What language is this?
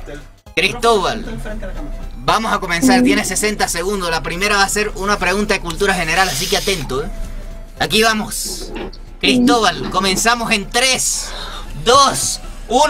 Spanish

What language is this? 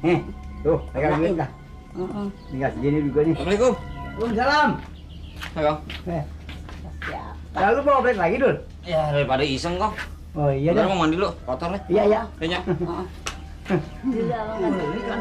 Betawi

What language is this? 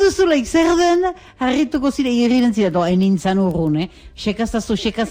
Basque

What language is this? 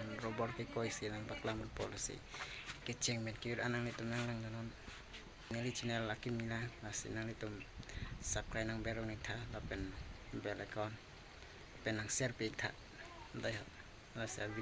Karbi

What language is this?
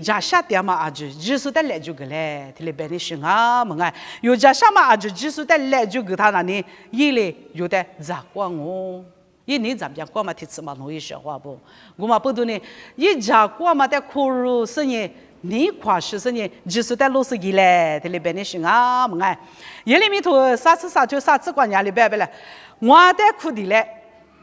Lisu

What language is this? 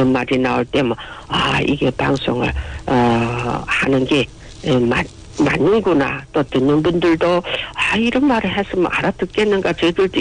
Korean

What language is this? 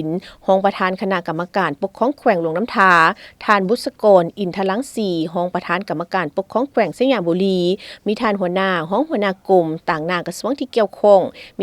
Lao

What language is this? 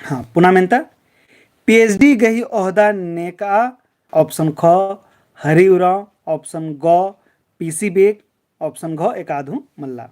Kurukh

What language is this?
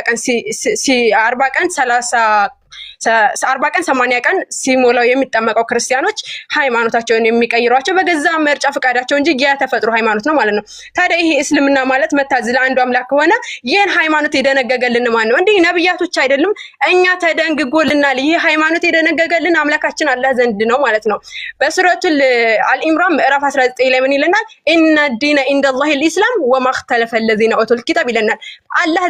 Amharic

